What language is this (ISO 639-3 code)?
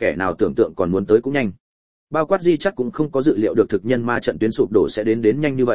vie